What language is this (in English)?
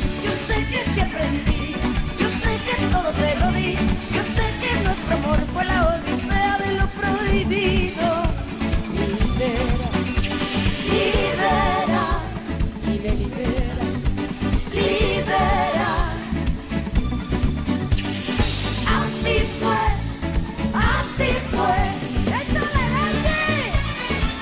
Spanish